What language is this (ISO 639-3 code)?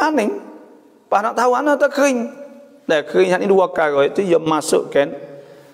msa